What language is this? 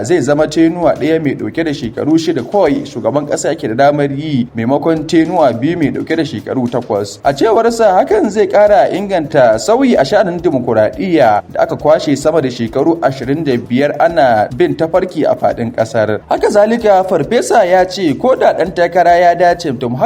Hausa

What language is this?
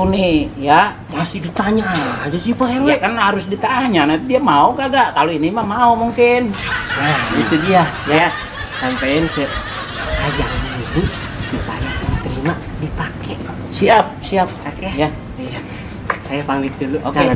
Betawi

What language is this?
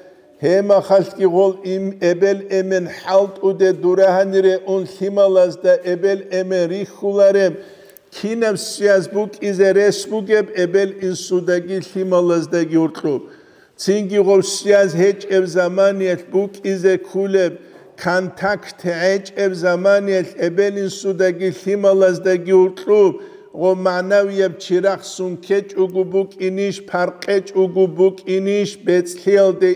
Avaric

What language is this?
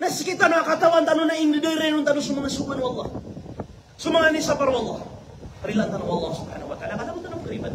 Maranao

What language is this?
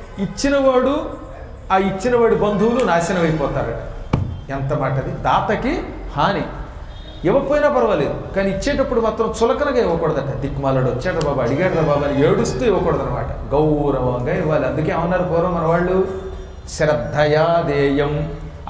Telugu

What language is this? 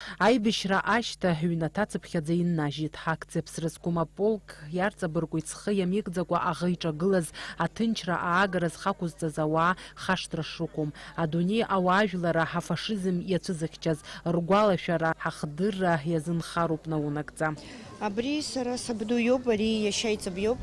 Abkhazian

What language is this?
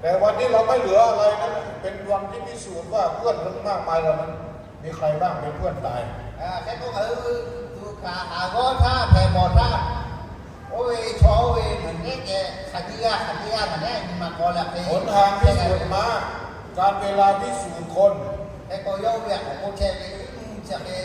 Lahu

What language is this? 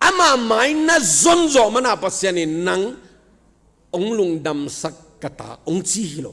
Tedim Chin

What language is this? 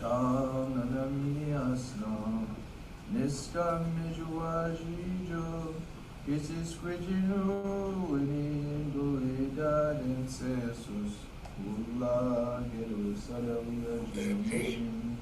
Mi'kmaw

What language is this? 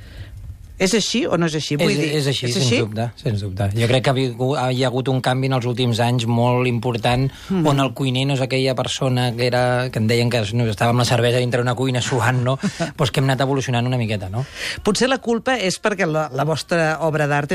Catalan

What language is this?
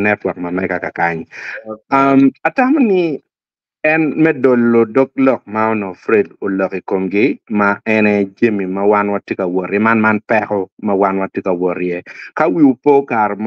Acoli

